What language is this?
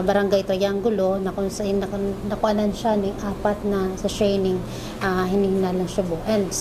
Bikol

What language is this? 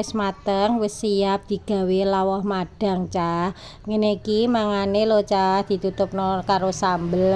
Javanese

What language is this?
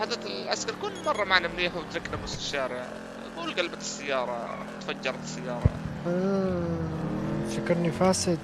North Levantine Arabic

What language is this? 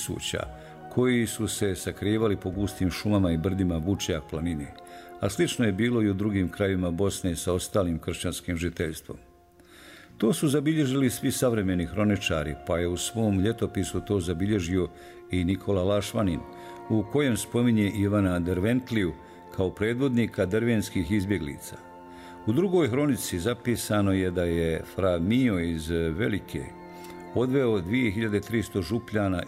Bosnian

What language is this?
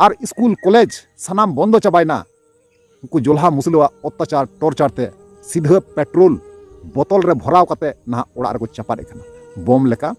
Santali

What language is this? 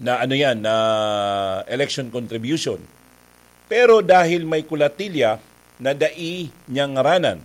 Bikol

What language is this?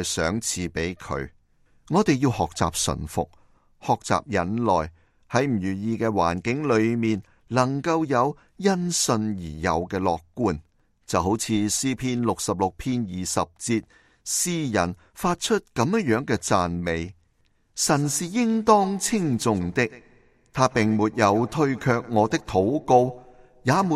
Cantonese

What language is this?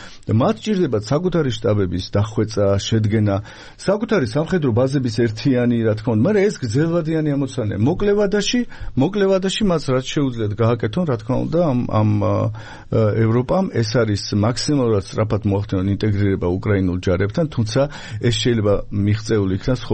Georgian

